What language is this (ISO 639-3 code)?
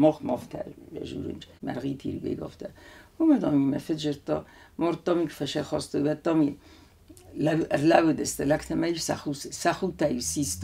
oss